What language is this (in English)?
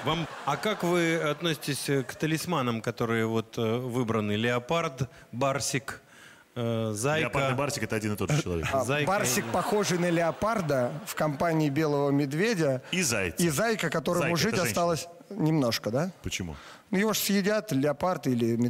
Russian